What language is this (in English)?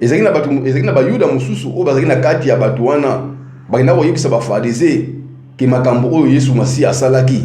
Lingala